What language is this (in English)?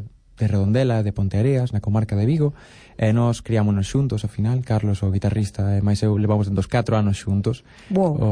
Galician